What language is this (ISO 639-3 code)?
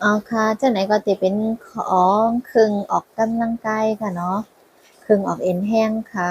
shn